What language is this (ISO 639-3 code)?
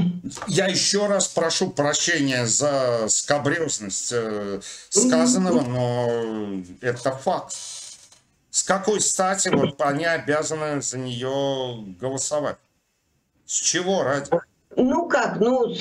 rus